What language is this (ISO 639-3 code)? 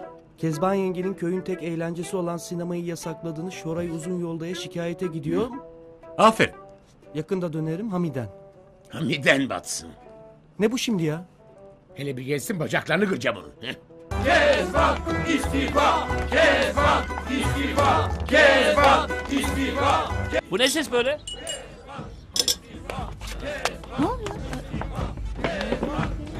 tur